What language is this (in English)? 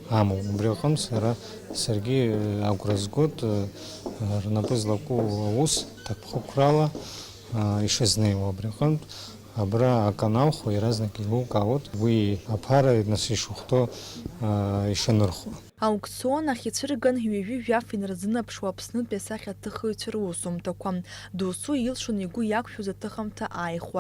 Abkhazian